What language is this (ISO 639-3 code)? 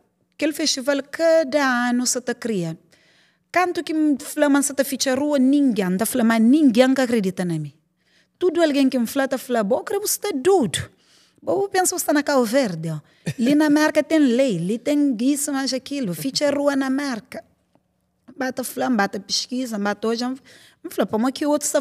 kea